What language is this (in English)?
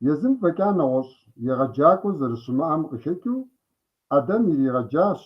Kabardian